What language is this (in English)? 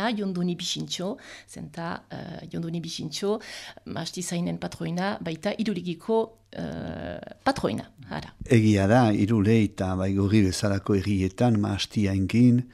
Basque